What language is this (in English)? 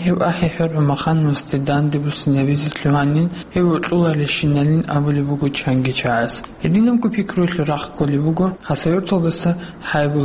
Avaric